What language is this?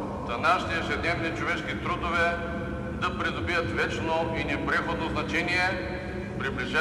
Bulgarian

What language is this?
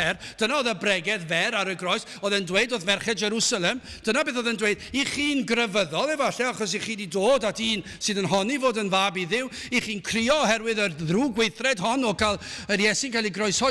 Welsh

